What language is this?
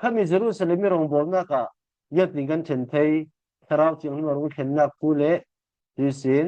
Falam Chin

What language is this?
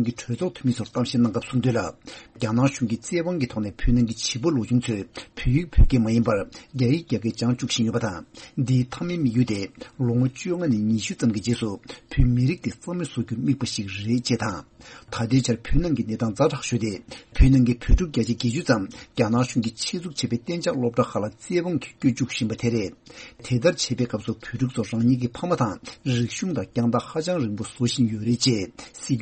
Tibetan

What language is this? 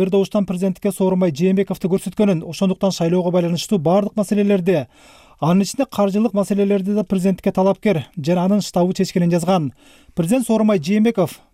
Kyrgyz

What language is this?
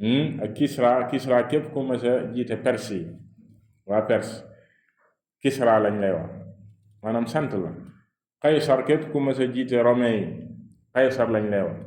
Wolof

